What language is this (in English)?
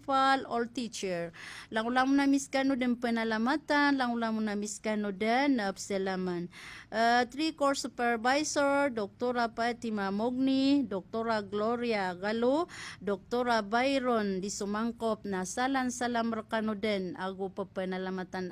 Maranao